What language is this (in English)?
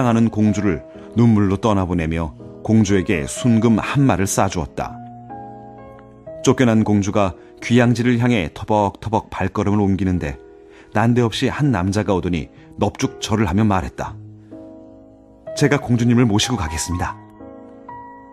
Korean